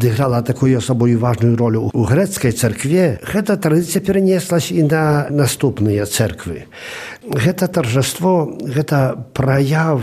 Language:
Belarusian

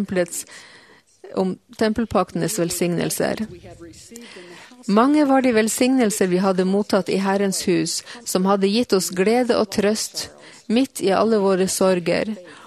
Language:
Norwegian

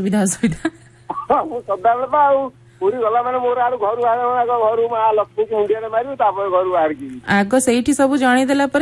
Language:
Odia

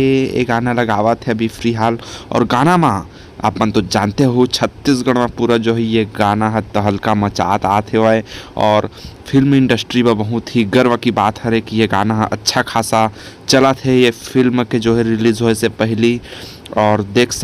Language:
Chhattisgarhi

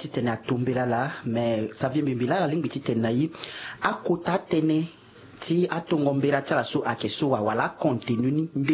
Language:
Sango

